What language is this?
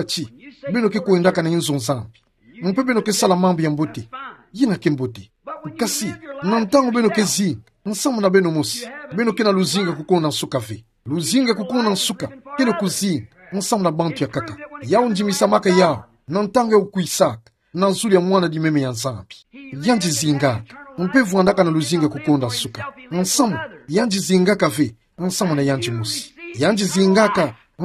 Kituba (Democratic Republic of Congo)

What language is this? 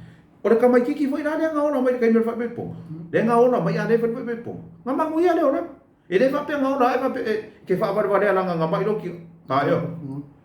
Samoan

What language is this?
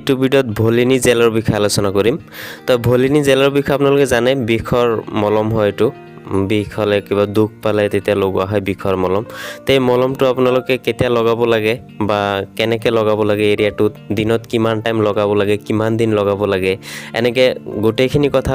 Assamese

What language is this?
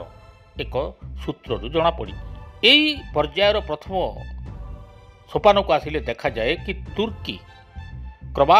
Odia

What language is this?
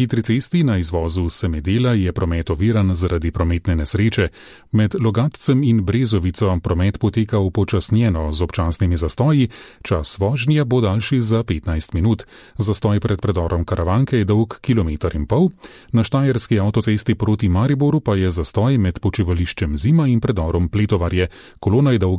Slovenian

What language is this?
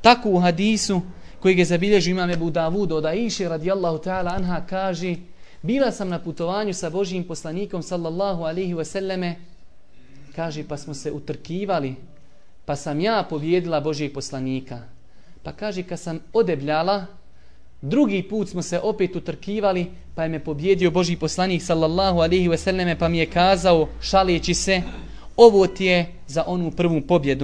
Bosnian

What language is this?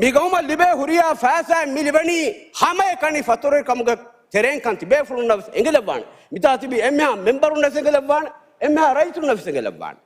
Divehi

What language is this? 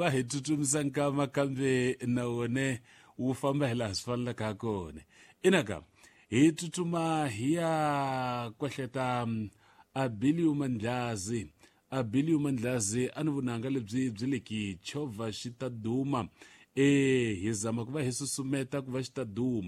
Tsonga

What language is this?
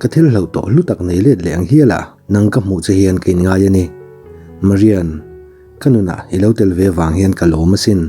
Mizo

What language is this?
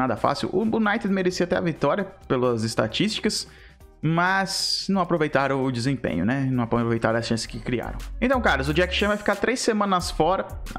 Portuguese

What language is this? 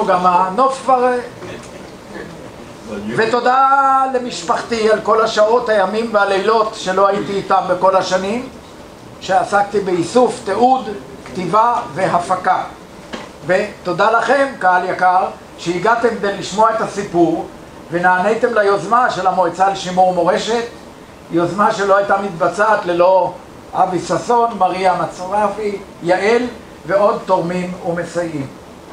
Hebrew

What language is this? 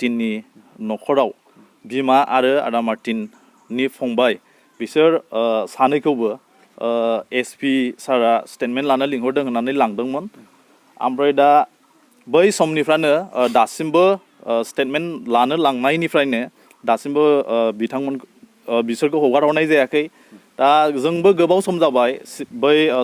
Bodo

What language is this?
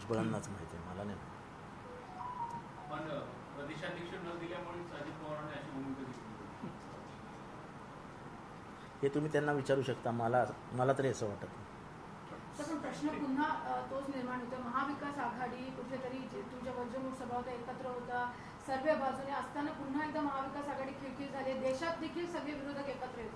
Marathi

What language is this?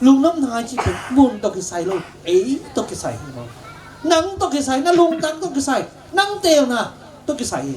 Tedim Chin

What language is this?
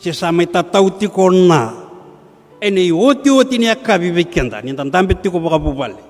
Fijian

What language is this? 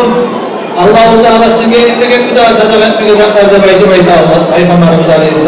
Kumyk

